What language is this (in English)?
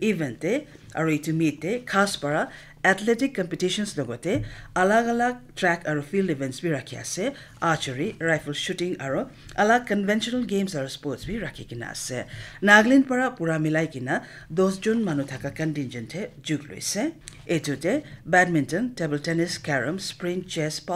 Naga Pidgin